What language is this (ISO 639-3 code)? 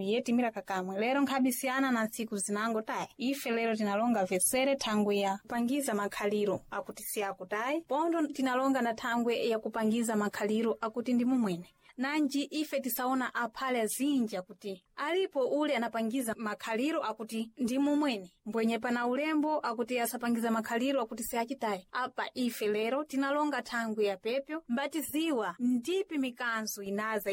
seh